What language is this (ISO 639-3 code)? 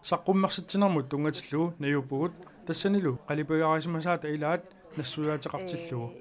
kal